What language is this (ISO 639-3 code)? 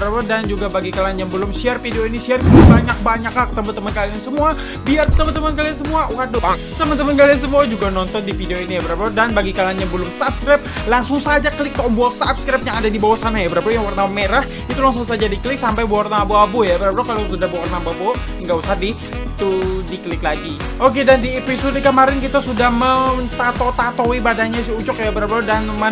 ind